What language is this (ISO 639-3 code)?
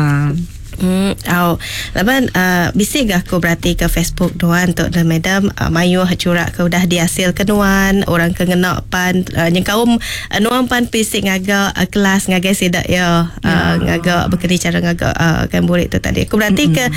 iba